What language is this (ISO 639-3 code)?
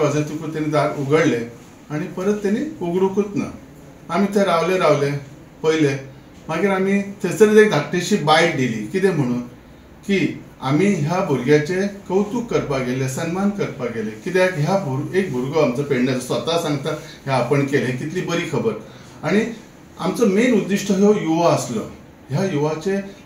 kok